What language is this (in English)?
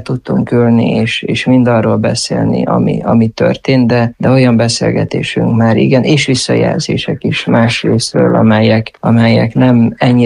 Hungarian